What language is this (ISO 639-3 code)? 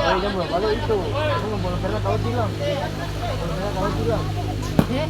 abs